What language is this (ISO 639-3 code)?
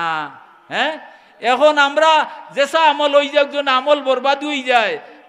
syl